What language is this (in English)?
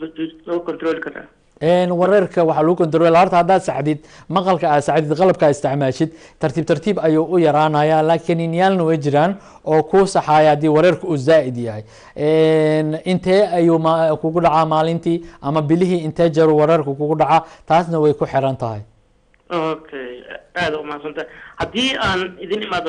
Somali